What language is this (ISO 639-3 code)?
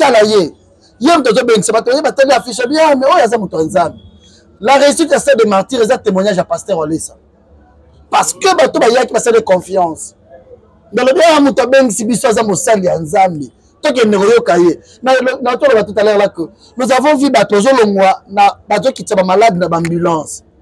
lin